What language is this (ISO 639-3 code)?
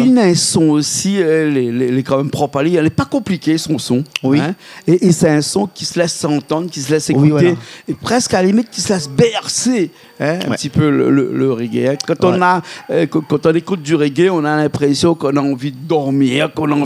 rcf